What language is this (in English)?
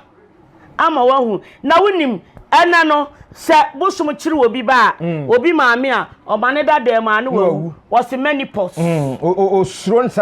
Akan